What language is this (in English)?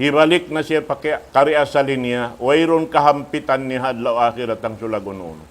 Tausug